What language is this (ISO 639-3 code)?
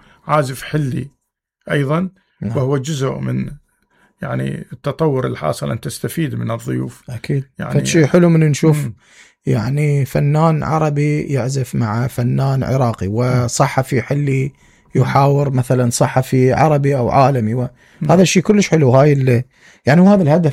acm